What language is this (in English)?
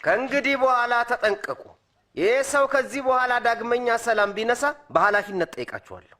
Amharic